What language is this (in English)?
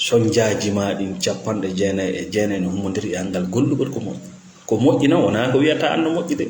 Fula